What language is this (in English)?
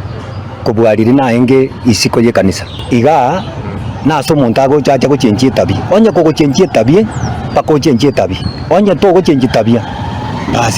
Gusii